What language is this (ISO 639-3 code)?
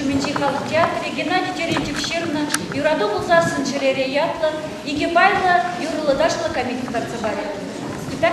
chv